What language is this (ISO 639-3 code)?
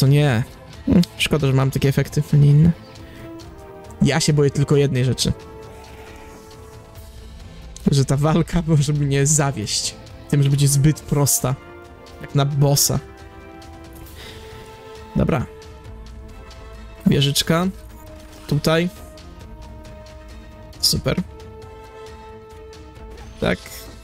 pol